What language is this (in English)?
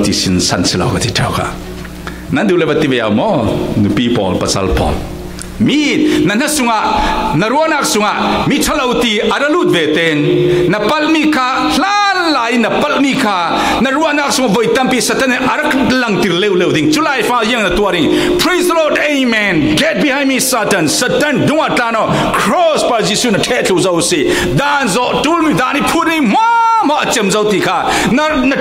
Falam Chin